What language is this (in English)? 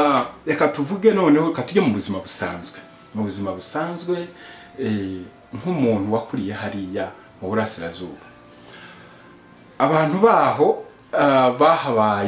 Kinyarwanda